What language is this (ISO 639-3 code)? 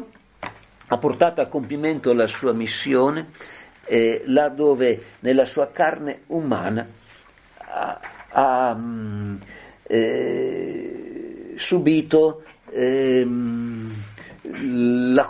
ita